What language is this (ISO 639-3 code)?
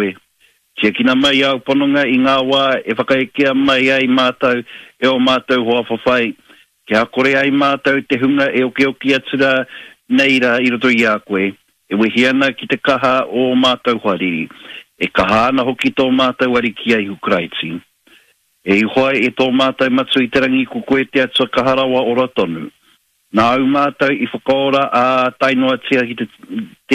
mri